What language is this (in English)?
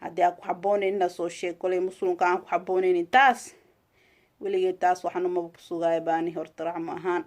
Somali